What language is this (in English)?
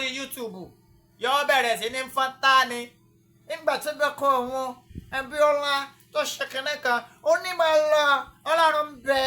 Yoruba